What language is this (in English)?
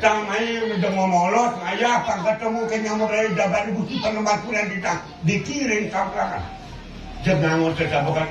Balinese